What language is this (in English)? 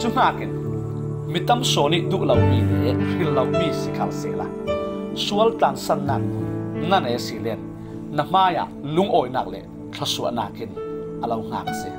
Falam Chin